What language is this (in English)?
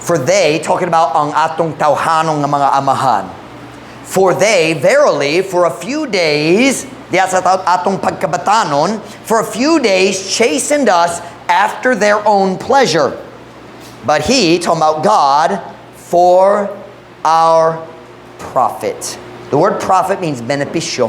Cebuano